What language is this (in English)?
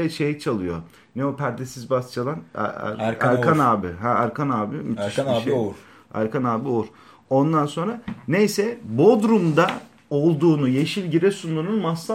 Turkish